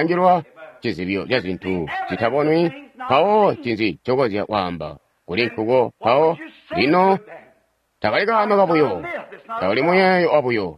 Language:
Tonga (Zambia)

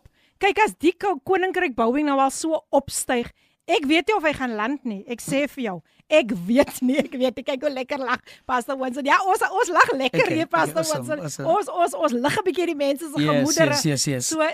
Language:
Afrikaans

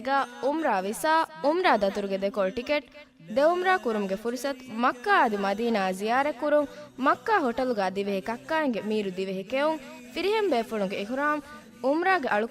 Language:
Divehi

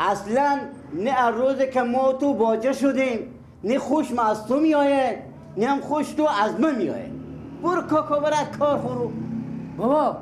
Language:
Persian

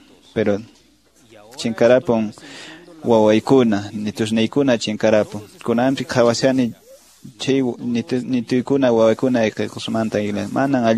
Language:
Quechua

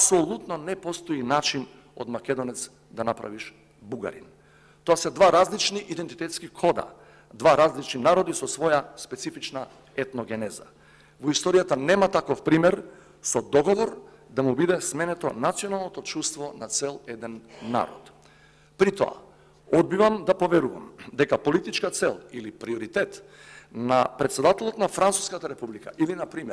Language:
Macedonian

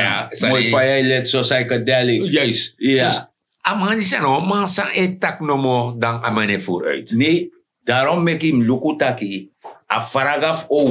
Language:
Sranan Tongo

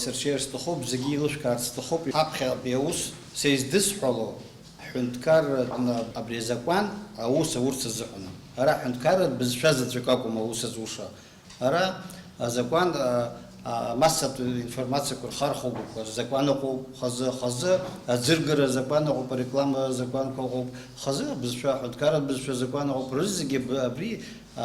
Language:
Abkhazian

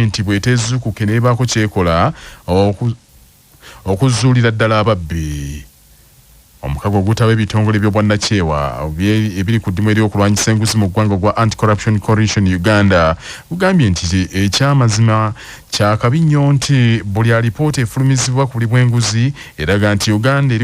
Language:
Ganda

